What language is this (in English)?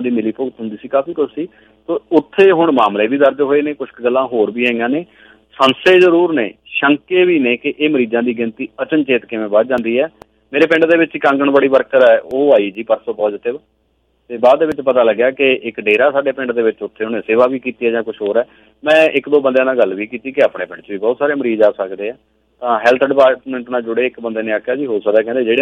Punjabi